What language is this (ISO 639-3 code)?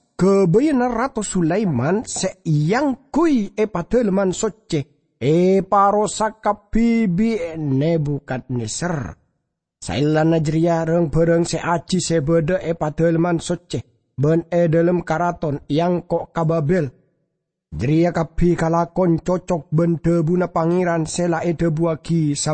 mad